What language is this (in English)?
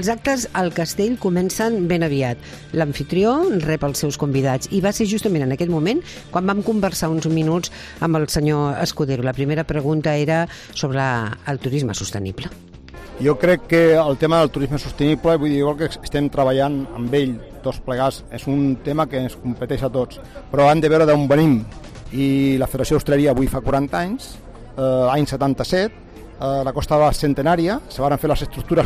Catalan